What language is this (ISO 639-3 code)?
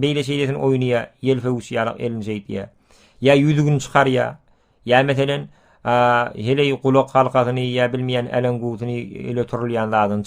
tuk